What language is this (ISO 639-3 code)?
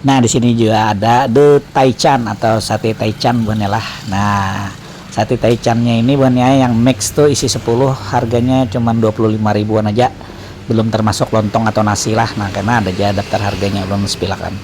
bjn